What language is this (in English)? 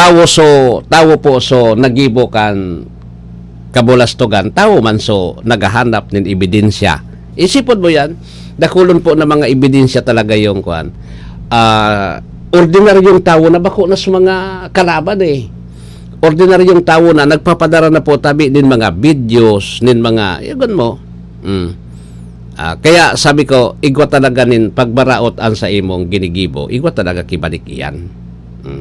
Bikol